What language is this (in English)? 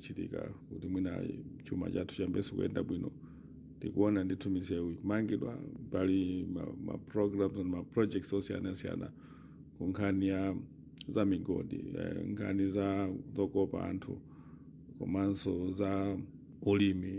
Nyanja